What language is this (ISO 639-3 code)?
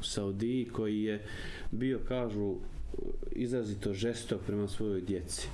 bos